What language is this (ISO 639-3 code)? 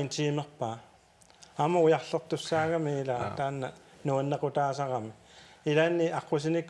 kal